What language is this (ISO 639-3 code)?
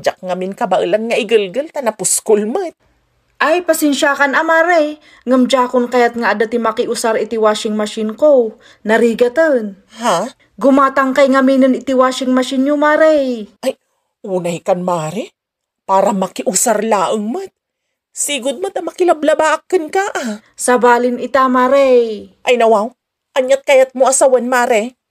ilo